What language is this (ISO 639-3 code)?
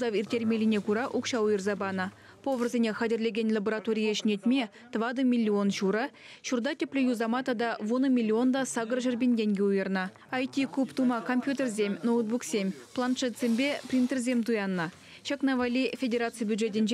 chv